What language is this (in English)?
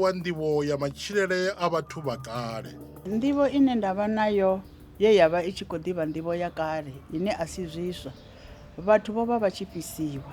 Venda